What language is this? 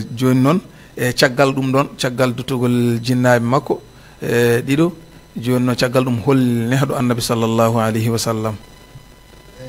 Fula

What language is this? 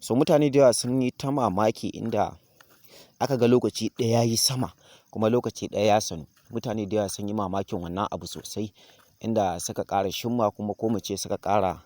Hausa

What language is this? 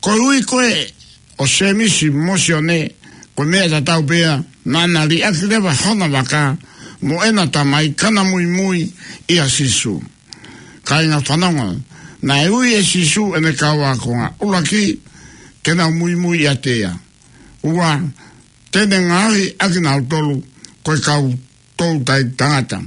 Tongan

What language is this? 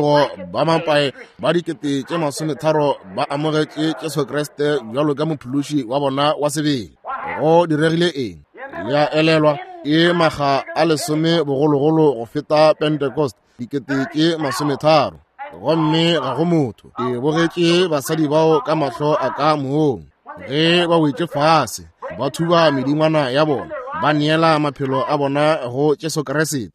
Northern Sotho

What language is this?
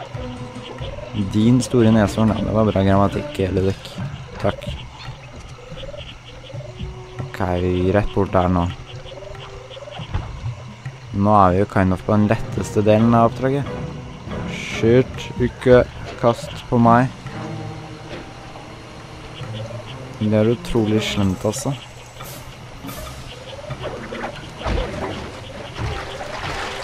Norwegian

